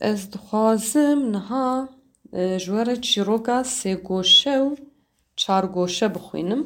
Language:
Kurdish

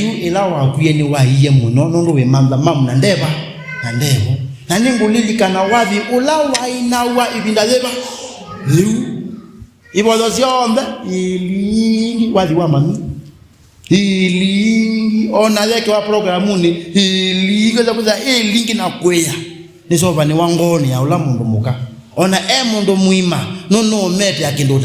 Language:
Kamba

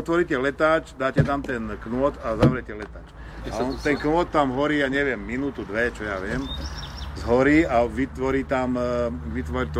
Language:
Slovak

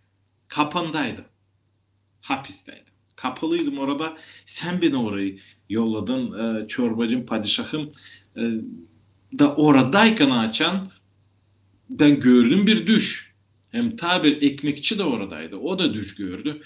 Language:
Gagauz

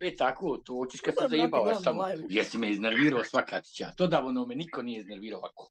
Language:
Bosnian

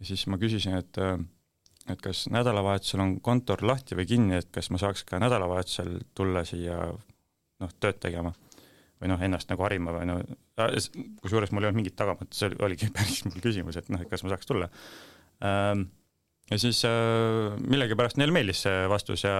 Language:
Estonian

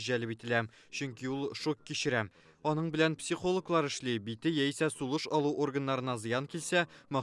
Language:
Tatar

